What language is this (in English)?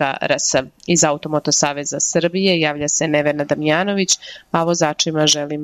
Serbian